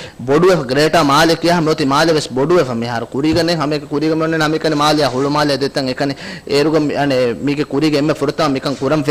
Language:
Divehi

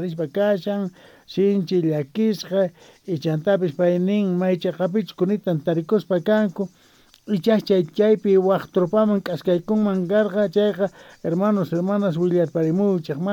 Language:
South Bolivian Quechua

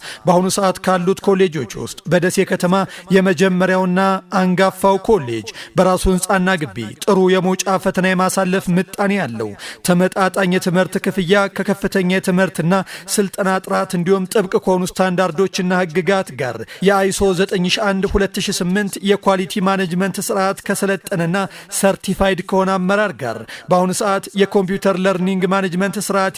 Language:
Amharic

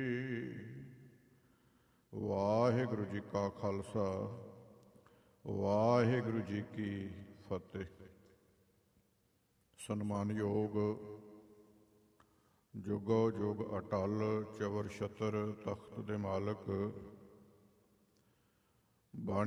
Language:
Punjabi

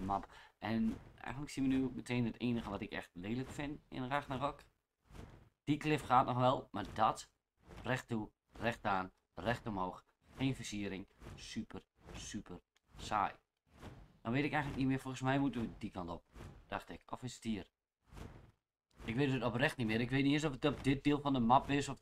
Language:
Dutch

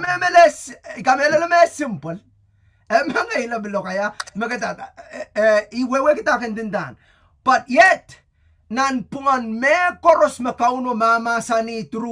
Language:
Pohnpeian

